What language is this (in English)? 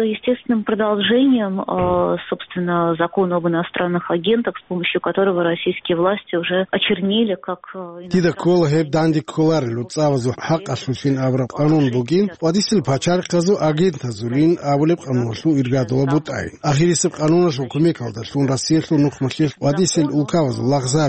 Avaric